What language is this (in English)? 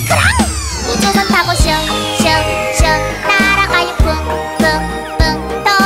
Korean